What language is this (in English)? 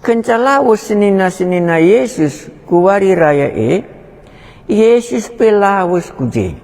Batak Karo